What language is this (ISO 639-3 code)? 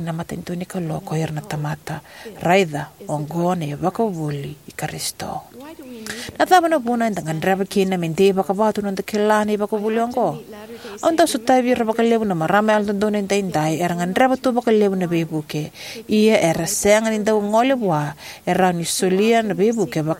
fij